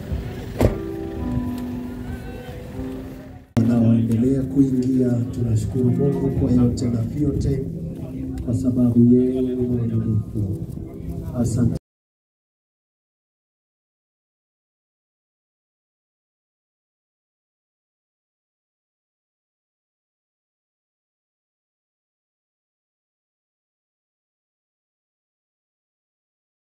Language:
Swahili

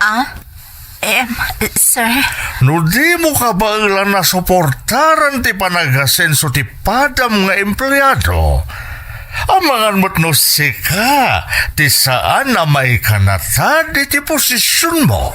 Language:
Iloko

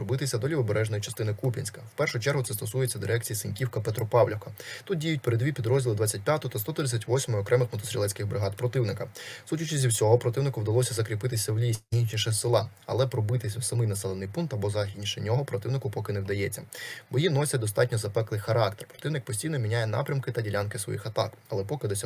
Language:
Ukrainian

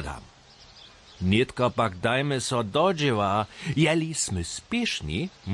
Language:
Upper Sorbian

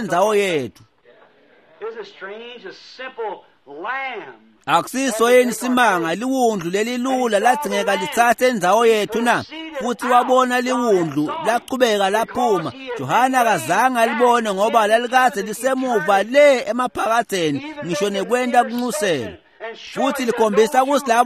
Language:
Swati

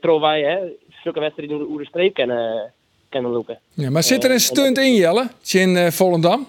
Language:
Western Frisian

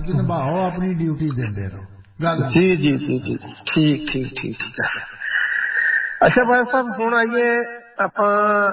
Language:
Punjabi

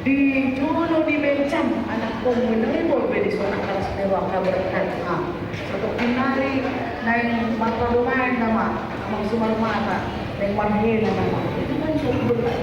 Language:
Batak Toba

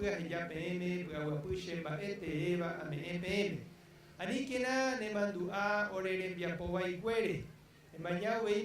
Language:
Guarani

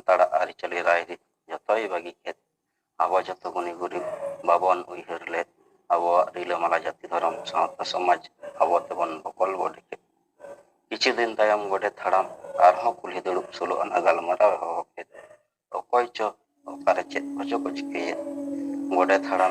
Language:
Santali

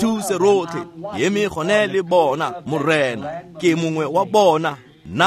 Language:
Tswana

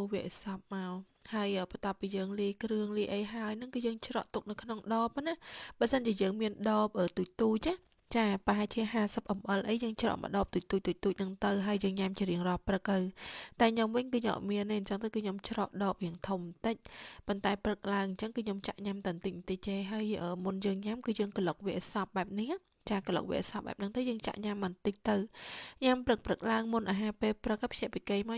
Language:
Khmer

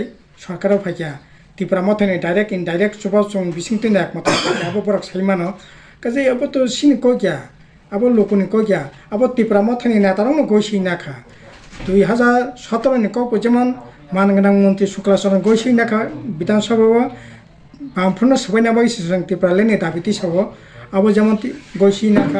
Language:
Kok Borok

